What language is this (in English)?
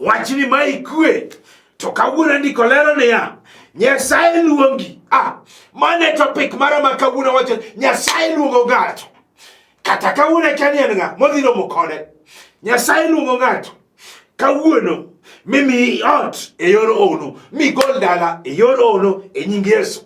Luo (Kenya and Tanzania)